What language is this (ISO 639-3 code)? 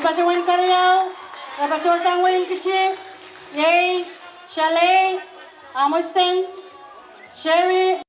pon